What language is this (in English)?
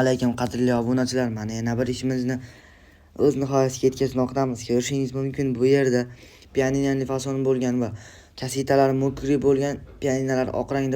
Uzbek